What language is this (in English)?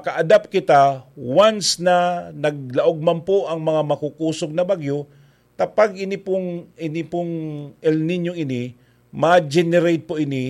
Bikol